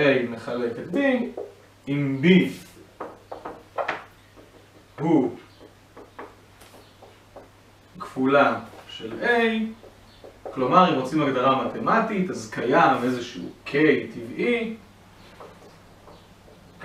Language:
Hebrew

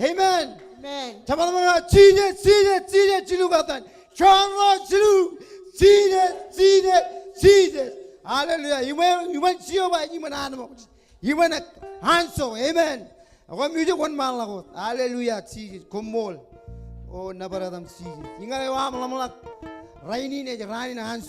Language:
Marshallese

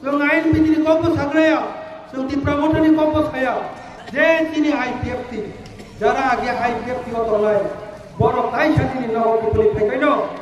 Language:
Kok Borok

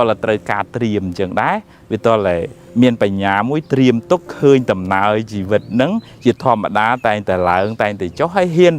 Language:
Khmer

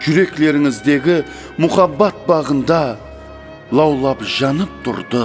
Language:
Kara-Kalpak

